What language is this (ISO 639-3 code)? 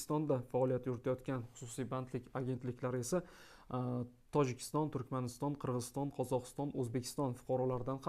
uzb